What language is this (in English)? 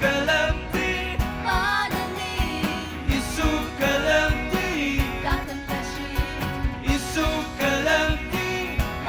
Ao Naga